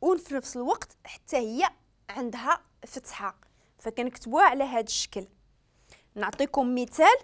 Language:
Moroccan Arabic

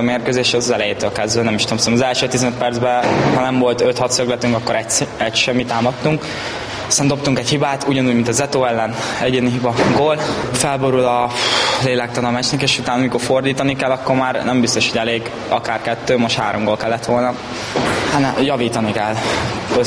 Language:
Hungarian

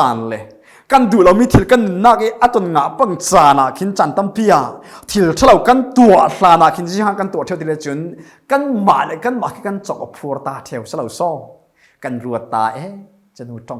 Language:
Falam Chin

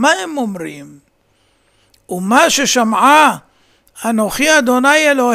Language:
Hebrew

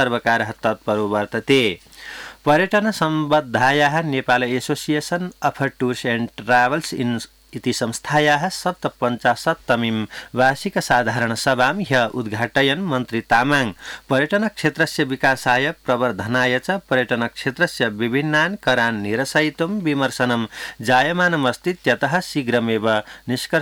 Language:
Sanskrit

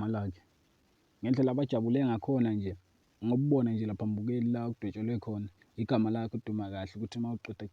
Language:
Zulu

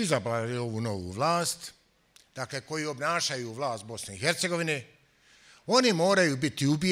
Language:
Bosnian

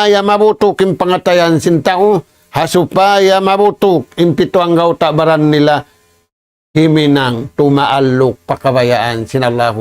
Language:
Tausug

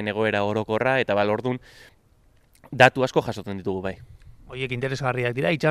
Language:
Basque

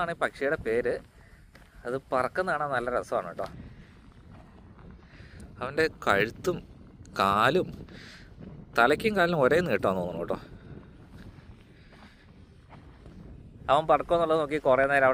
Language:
Malayalam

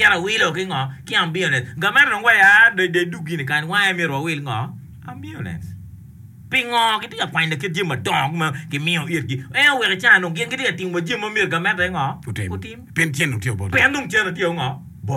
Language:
Acoli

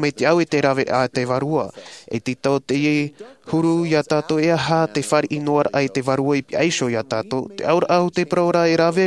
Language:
Tahitian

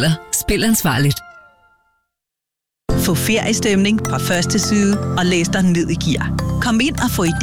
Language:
Danish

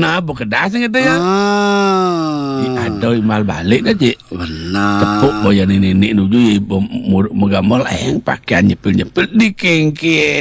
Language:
Balinese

